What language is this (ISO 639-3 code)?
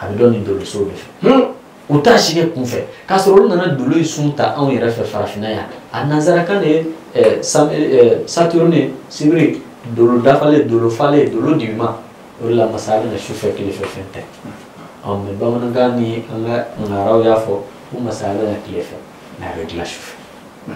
bam